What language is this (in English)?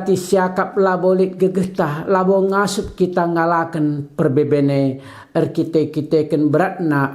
Batak Karo